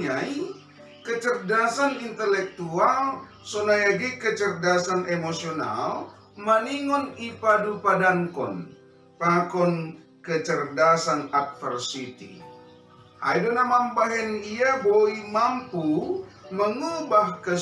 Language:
Batak Simalungun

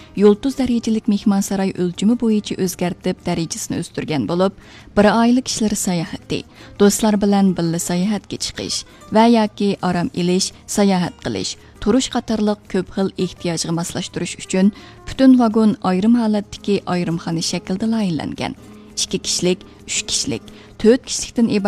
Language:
Uyghur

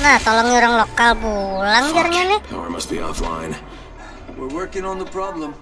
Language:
Banjar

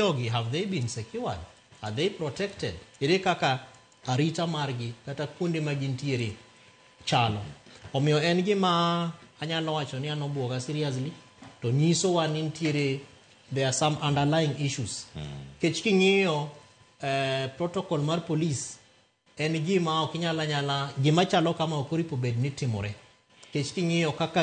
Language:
Luo (Kenya and Tanzania)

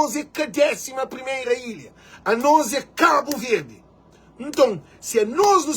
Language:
Kabuverdianu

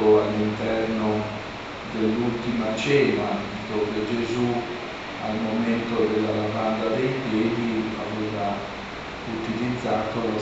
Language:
Italian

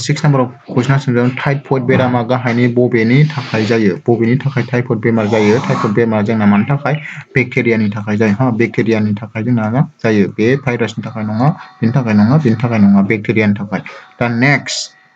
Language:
Bodo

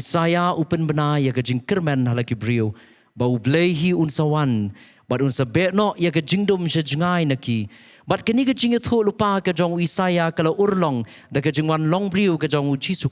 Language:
Khasi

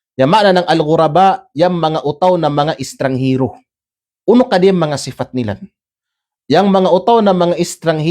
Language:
Kalagan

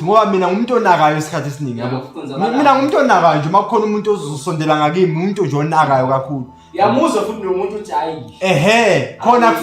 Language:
Zulu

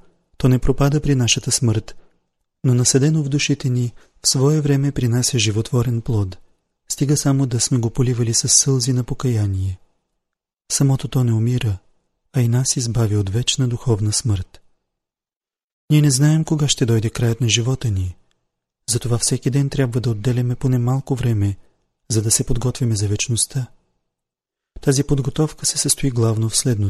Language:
Bulgarian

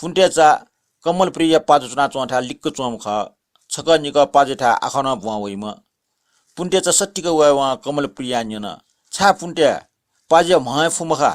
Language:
Newari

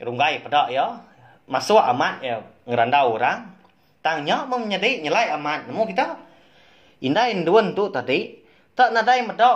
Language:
Iban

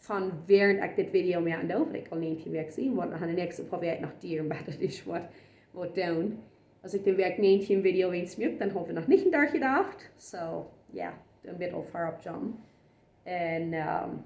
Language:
Plautdietsch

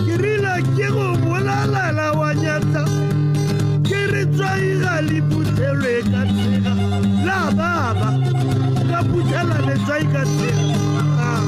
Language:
Tswana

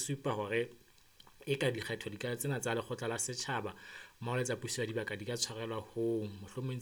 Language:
Southern Sotho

